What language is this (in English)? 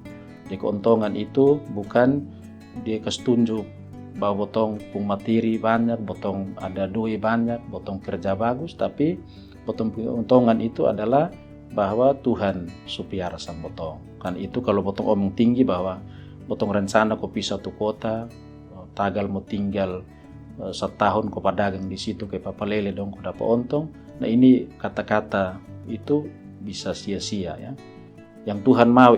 Kupang Malay